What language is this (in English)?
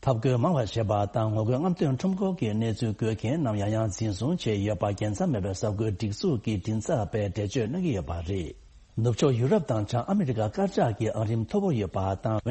Tibetan